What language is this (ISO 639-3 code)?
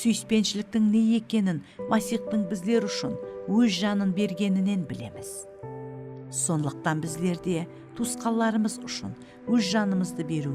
kaa